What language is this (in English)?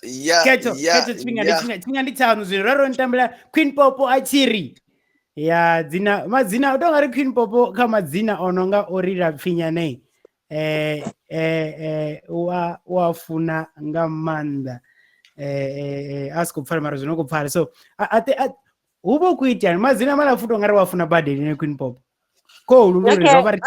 Venda